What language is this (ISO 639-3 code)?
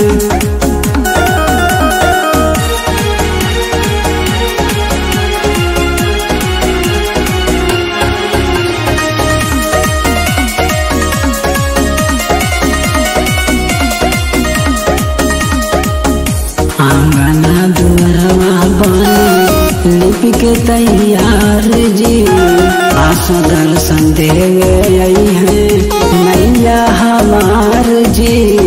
bho